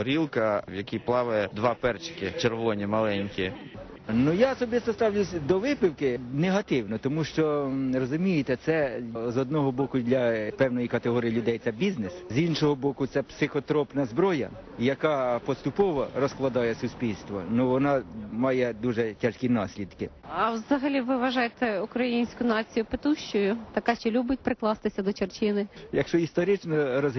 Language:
Ukrainian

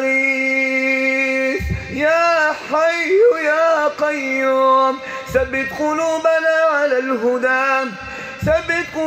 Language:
Arabic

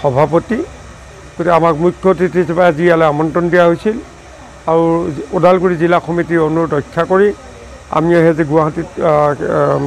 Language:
Assamese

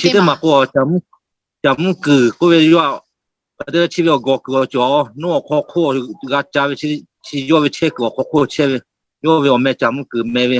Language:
Lahu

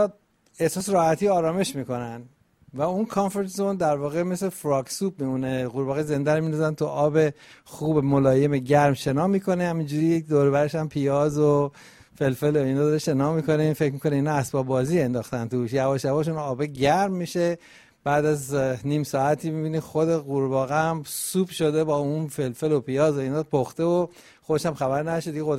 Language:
Persian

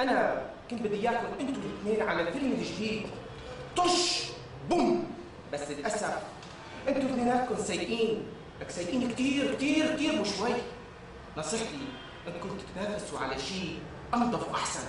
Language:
North Levantine Arabic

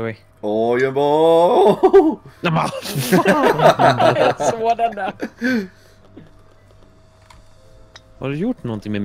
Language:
Swedish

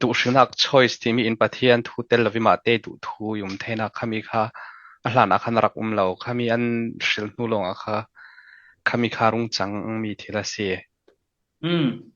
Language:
Falam Chin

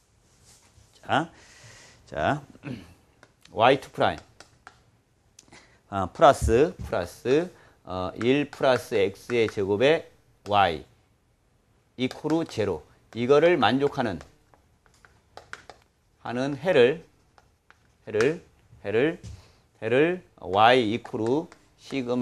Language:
Korean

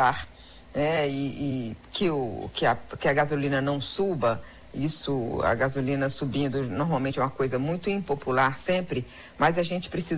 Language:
Portuguese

